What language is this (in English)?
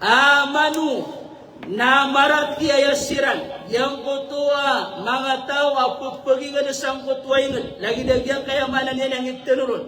Maranao